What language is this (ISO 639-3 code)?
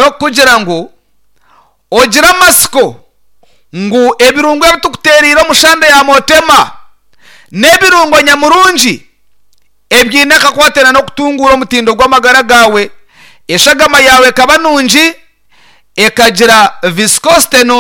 nyn